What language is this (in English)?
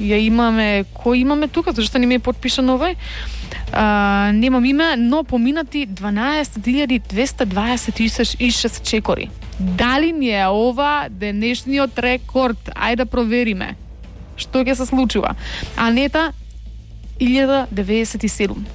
Macedonian